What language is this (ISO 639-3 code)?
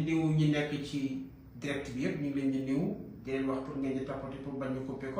wol